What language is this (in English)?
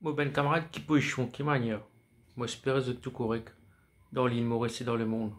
Morisyen